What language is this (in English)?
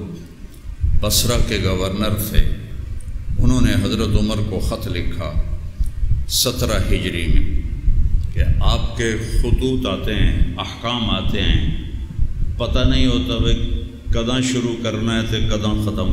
Urdu